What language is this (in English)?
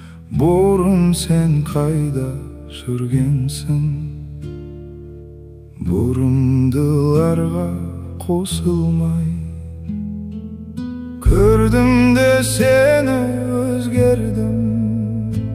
Kazakh